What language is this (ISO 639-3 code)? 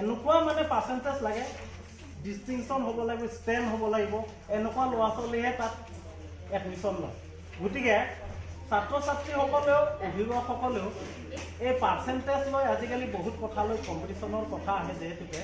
asm